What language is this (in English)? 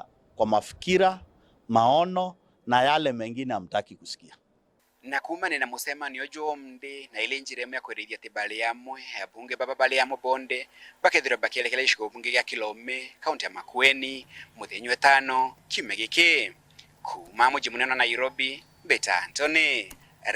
Meru